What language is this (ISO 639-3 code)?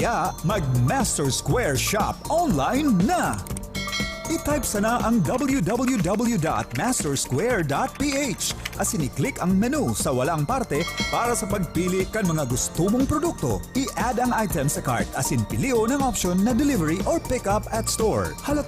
bik